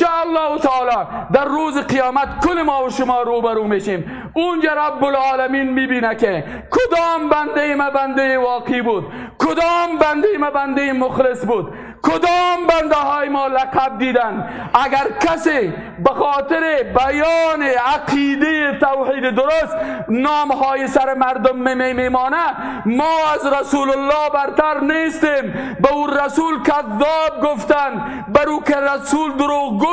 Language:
Persian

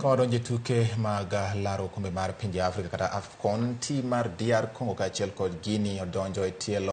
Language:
Luo (Kenya and Tanzania)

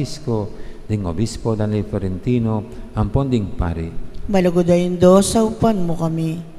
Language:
Pampanga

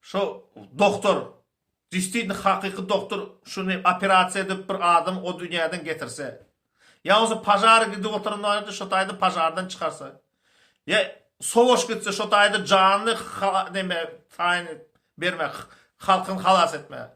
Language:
Turkmen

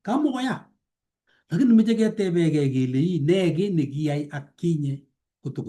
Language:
Kalenjin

